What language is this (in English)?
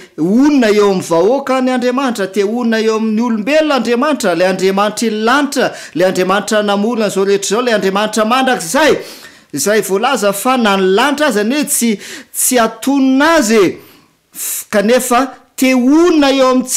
Malagasy